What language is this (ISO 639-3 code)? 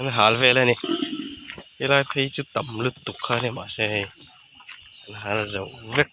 lus